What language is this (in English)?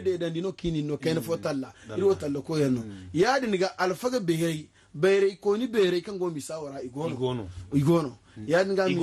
Zarma